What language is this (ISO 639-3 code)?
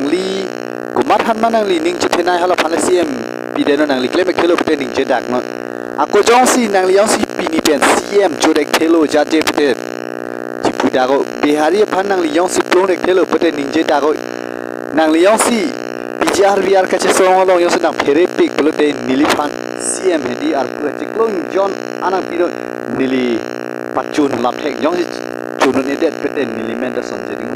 mjw